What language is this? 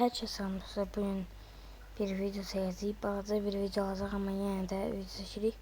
Azerbaijani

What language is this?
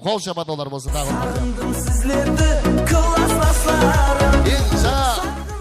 Kara-Kalpak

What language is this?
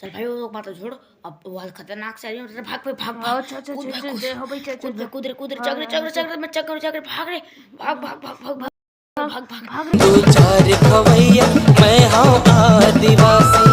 Chhattisgarhi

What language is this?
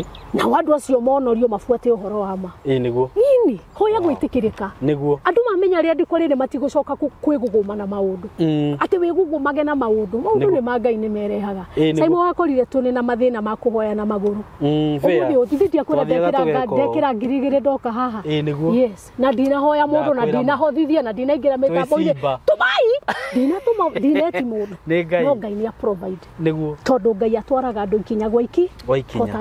Kikuyu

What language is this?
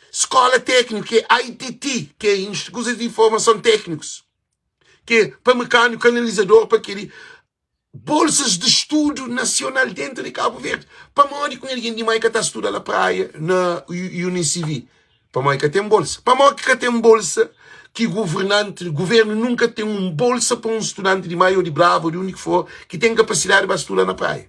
Kabuverdianu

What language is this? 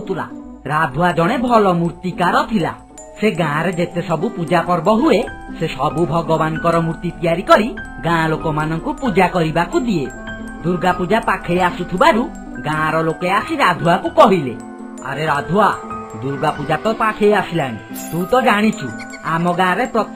Odia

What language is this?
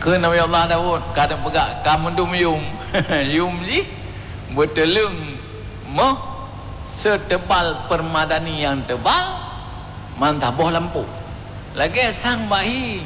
Achinese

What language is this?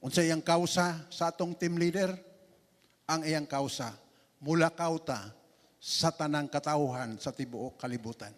Cebuano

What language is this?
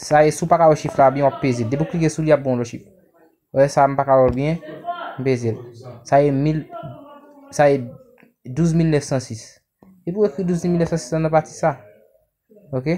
Haitian Creole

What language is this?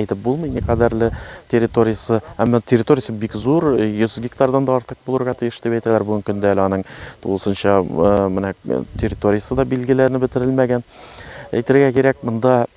Tatar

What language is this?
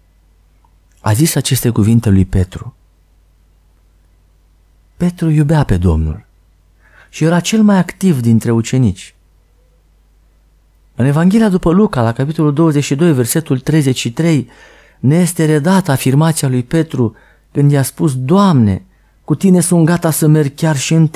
Romanian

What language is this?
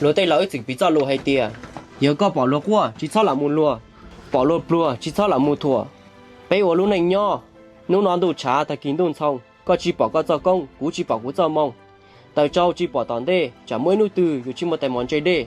Hmong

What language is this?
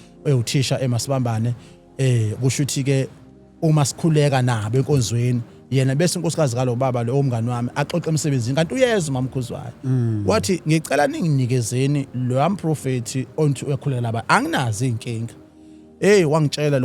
Zulu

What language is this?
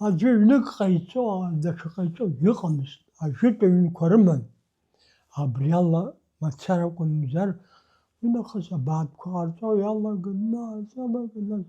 Abkhazian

